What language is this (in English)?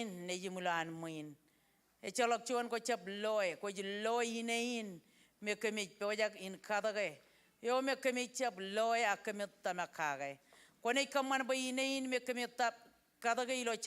Marshallese